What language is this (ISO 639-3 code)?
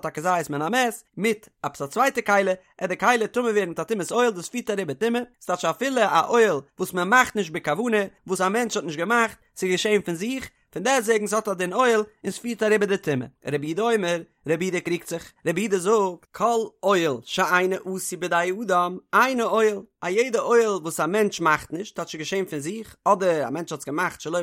yid